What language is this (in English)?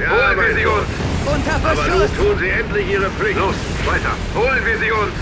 Bavarian